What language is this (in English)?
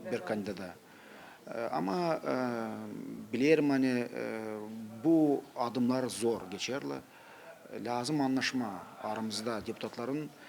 Gagauz